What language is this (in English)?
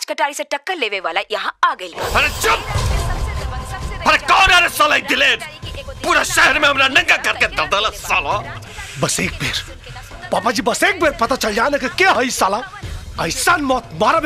Bhojpuri